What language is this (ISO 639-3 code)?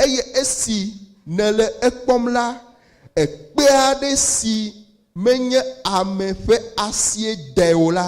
ewe